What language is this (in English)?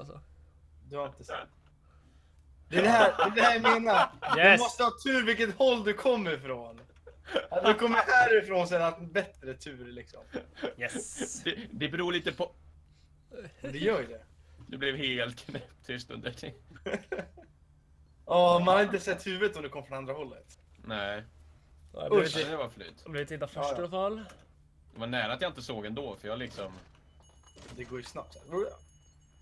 Swedish